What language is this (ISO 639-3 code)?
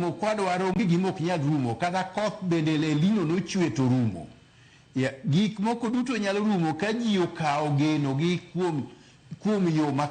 luo